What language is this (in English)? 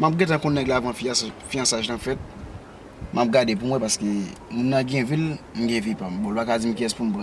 Haitian Creole